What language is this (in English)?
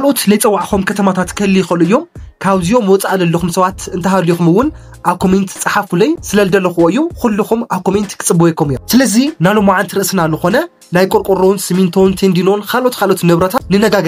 Tigrinya